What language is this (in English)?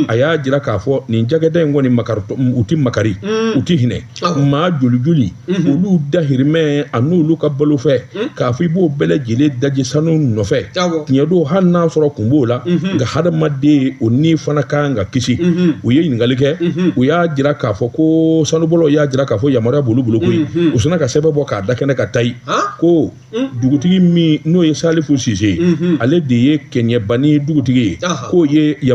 Bambara